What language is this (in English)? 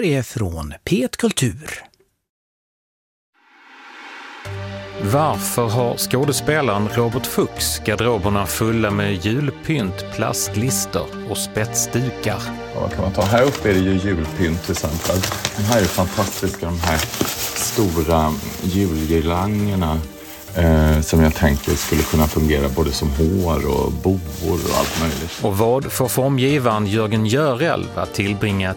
Swedish